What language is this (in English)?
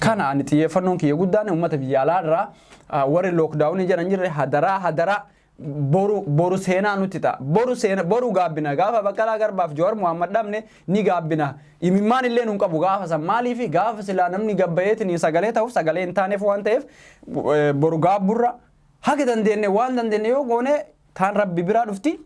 Oromo